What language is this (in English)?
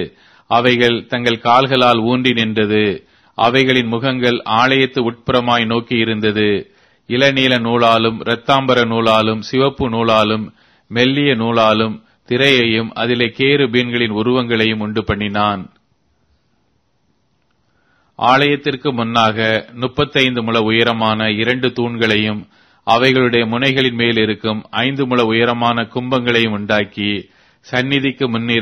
Tamil